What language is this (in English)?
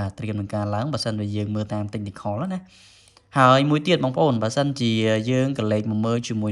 Khmer